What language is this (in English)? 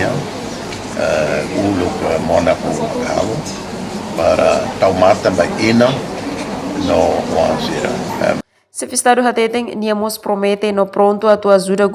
Tetum